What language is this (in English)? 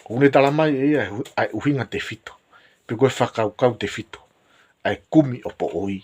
Tongan